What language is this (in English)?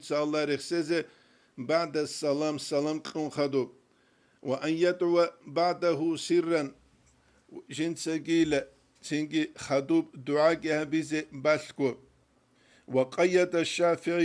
Avaric